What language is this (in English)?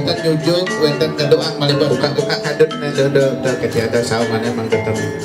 Balinese